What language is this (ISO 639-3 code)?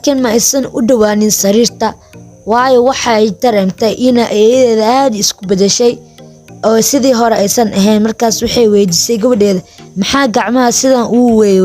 som